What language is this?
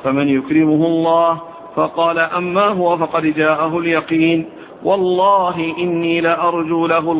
Arabic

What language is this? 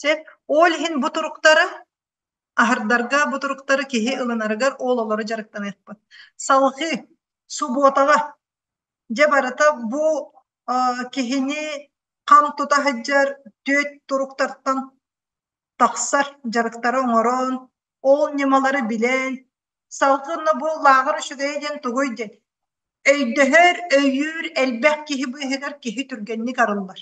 Yakut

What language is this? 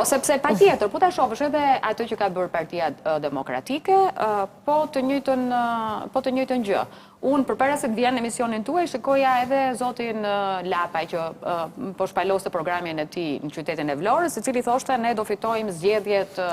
Albanian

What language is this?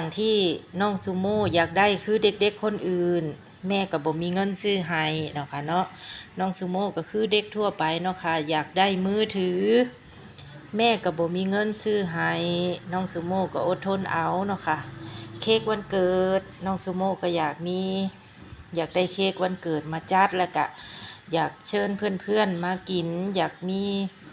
Lao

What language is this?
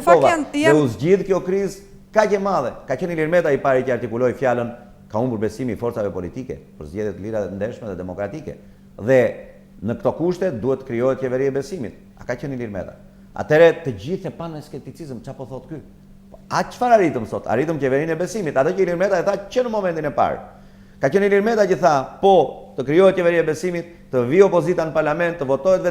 Albanian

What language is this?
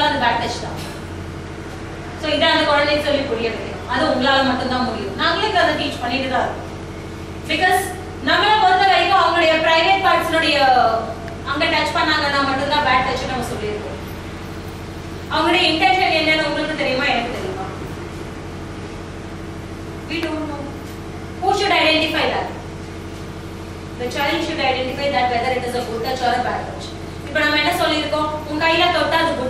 Tamil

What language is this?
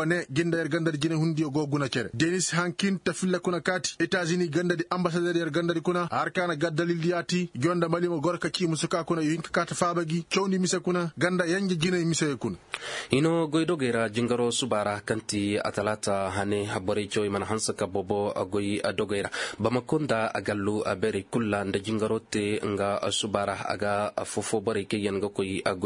Koyraboro Senni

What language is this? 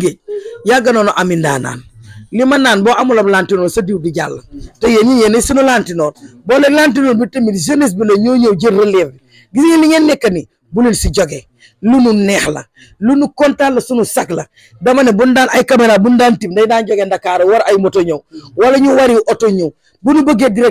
Wolof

